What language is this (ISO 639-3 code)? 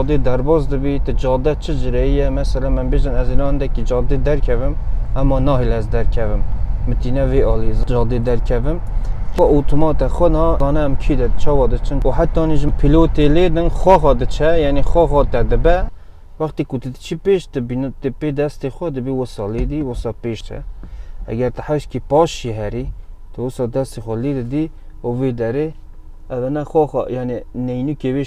kur